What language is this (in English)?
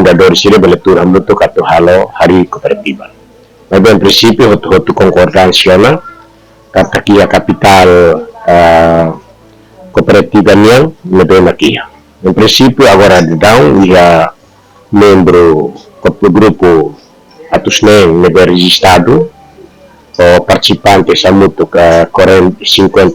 Tetum